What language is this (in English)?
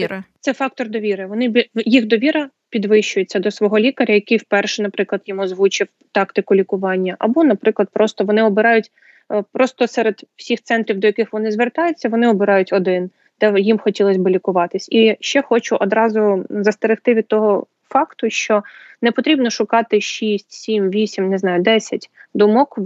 Ukrainian